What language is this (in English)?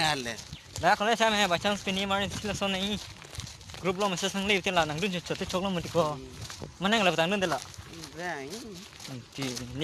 Karbi